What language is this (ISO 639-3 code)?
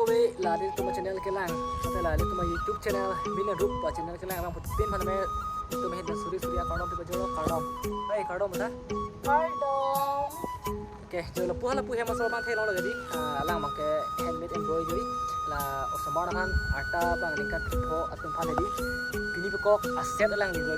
mjw